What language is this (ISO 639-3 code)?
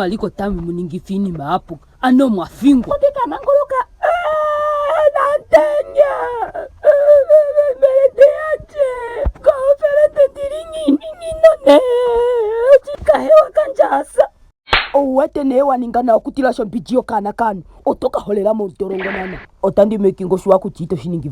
ndo